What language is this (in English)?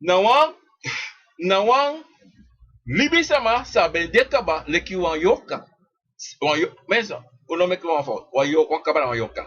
Sranan Tongo